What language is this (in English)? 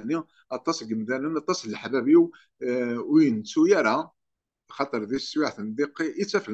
Kabyle